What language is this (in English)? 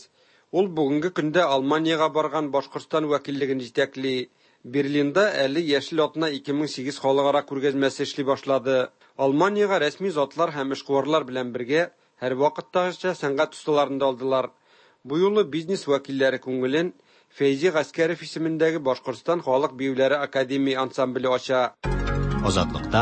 Tatar